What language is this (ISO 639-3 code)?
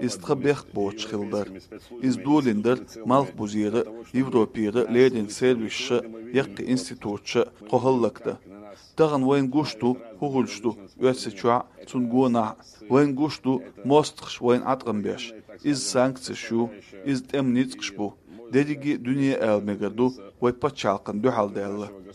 che